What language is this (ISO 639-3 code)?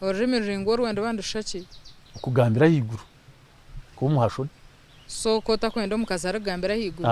nyn